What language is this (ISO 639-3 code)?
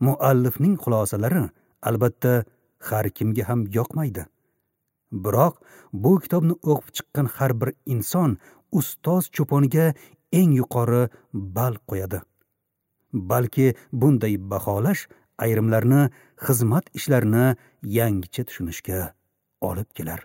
uzb